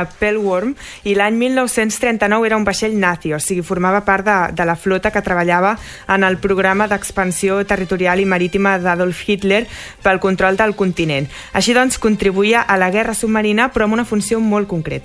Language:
Catalan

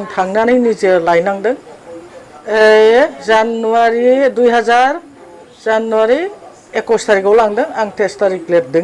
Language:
Bodo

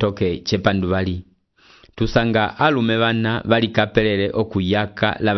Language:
Umbundu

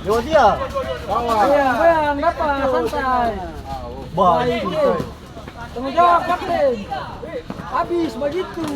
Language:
Ambonese Malay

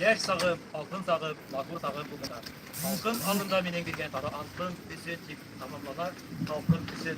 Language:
Bashkir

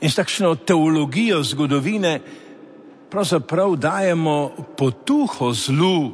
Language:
Slovenian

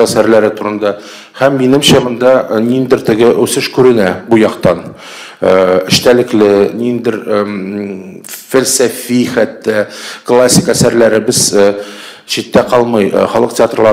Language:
Tatar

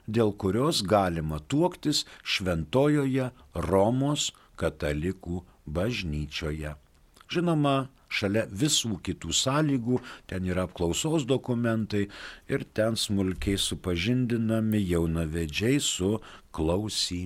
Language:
Lithuanian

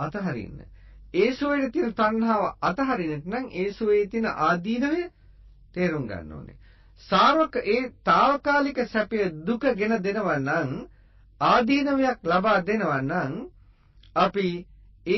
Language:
Sinhala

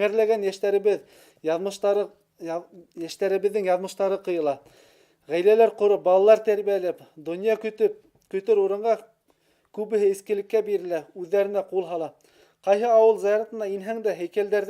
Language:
Bashkir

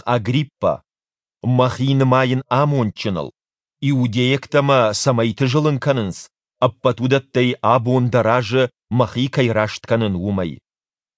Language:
Ossetic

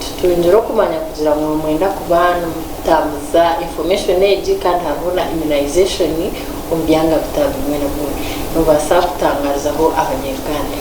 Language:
Nyankole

